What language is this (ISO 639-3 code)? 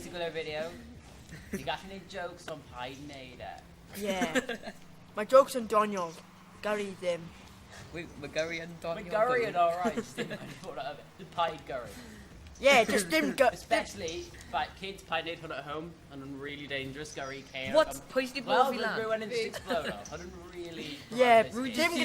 cym